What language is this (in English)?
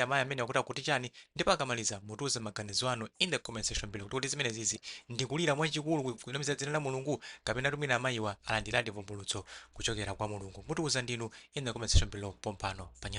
Nyanja